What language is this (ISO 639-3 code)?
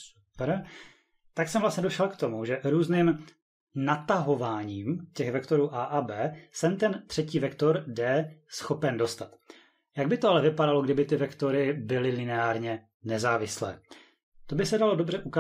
ces